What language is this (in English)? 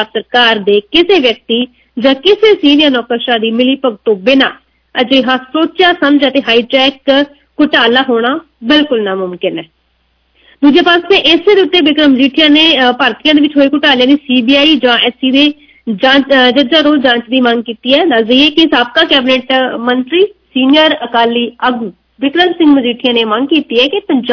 Punjabi